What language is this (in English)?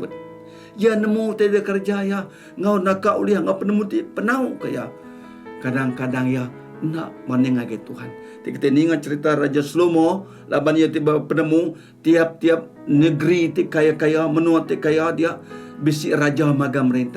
Iban